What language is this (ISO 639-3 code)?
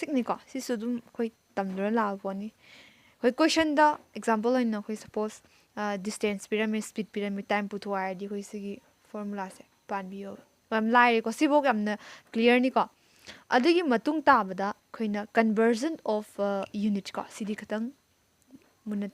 mni